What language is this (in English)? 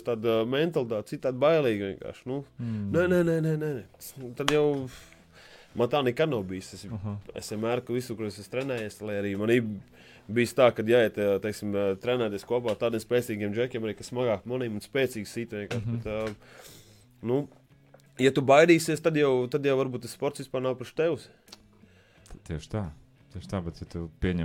Latvian